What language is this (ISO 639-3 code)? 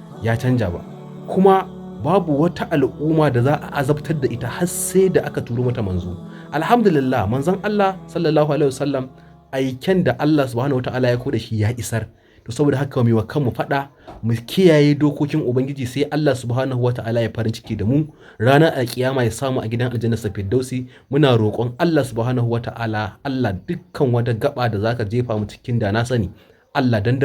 hau